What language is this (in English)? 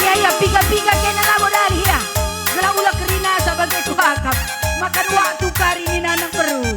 Batak Karo